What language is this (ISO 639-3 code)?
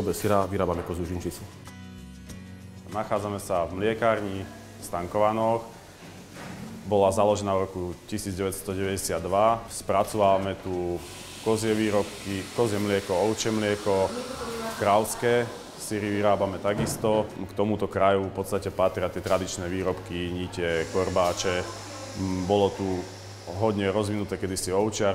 slk